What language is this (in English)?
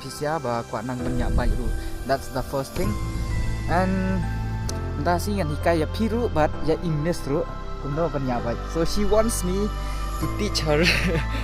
Khasi